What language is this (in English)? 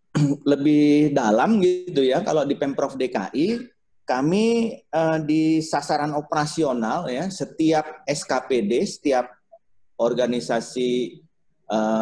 Indonesian